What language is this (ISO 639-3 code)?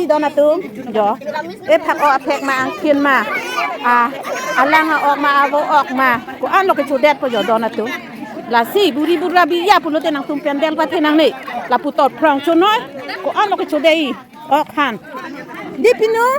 mjw